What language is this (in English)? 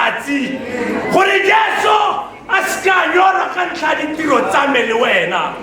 Tswana